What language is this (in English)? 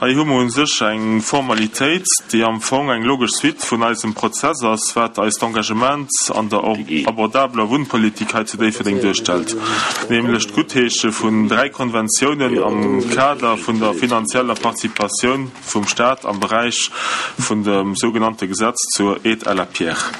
Luxembourgish